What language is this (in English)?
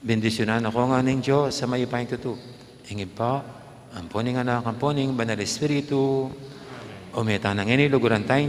Pampanga